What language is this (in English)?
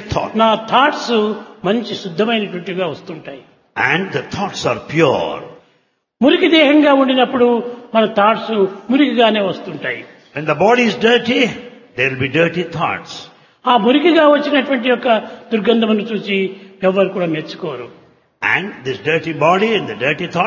Telugu